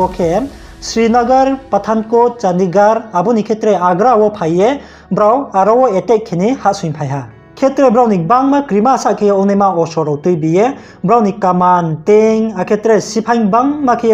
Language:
Riang (India)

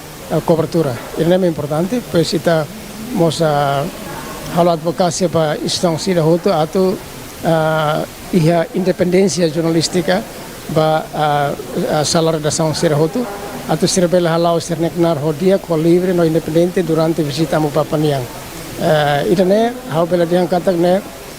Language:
Tetum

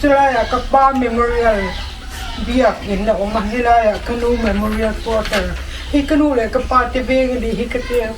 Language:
Mizo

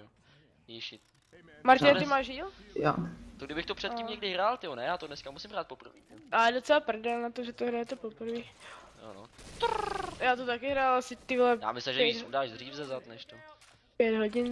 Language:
Czech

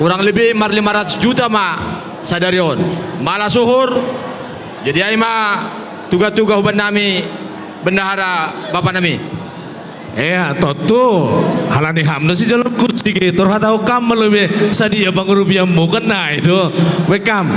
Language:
Batak Simalungun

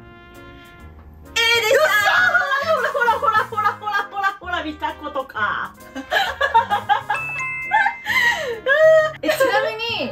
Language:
Japanese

